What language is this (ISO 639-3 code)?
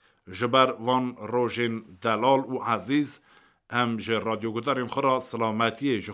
kur